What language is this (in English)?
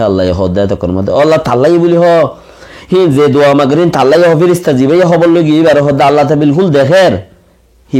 Rohingya